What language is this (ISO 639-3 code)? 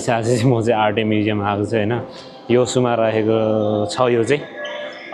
nep